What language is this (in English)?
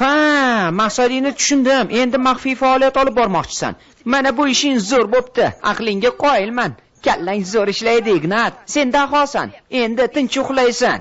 Uzbek